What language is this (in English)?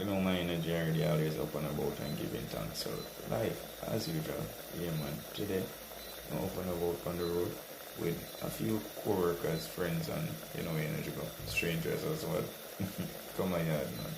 Jamaican Creole English